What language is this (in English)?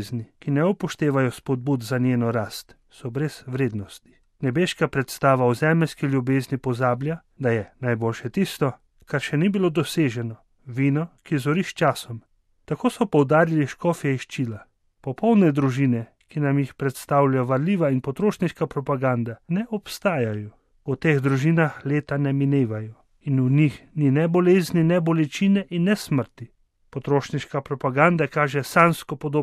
Slovenian